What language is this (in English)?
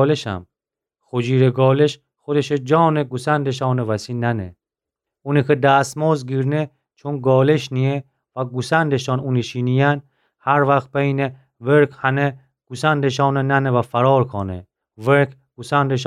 Gilaki